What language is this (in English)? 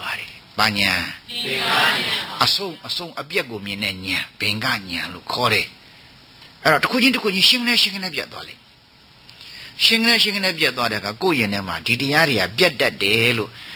Burmese